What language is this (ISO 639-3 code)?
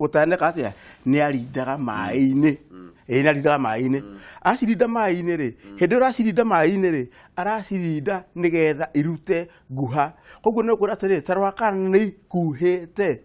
kik